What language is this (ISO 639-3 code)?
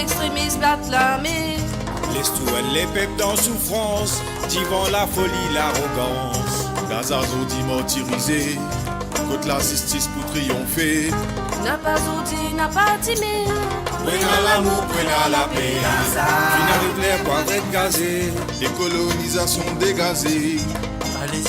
mfe